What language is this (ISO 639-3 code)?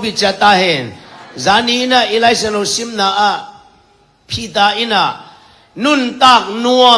ctd